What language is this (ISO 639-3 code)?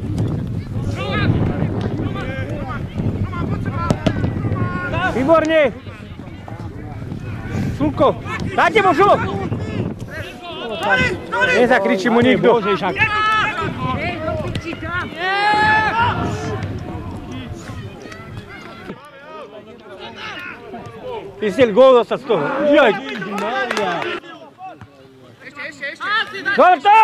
slk